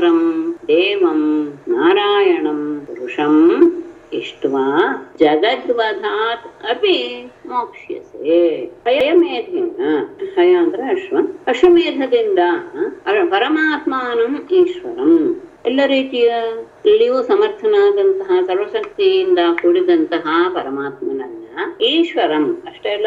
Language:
Kannada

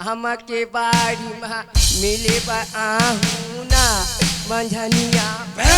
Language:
Chhattisgarhi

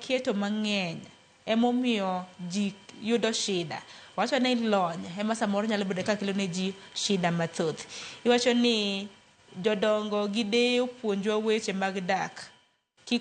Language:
Luo (Kenya and Tanzania)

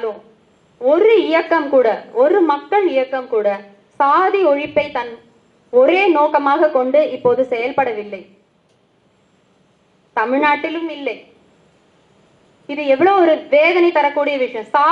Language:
Tamil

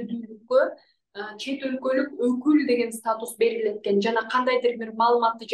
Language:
Kyrgyz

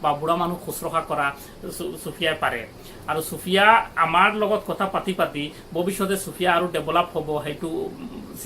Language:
Assamese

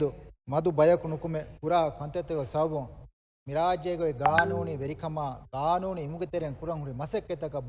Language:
Divehi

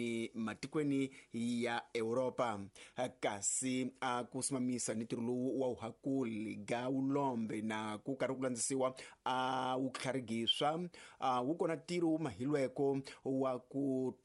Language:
Tsonga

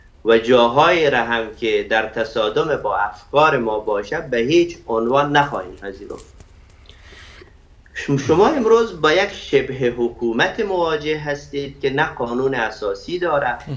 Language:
Persian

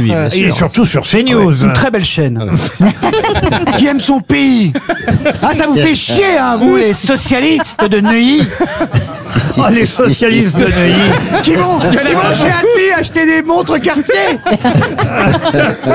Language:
French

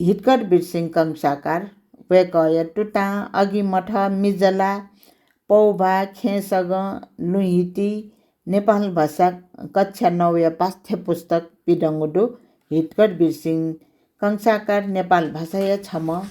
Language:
Newari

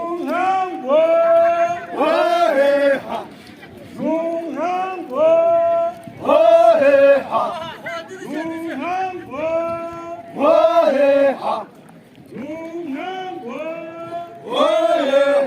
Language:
Yimchungru Naga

